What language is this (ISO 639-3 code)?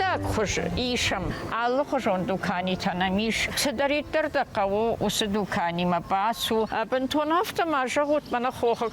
oss